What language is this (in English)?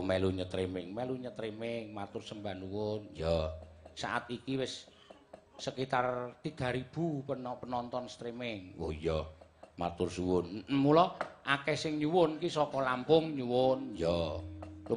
Javanese